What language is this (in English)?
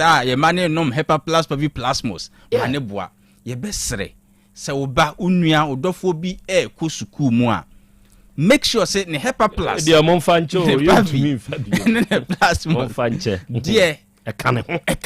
Akan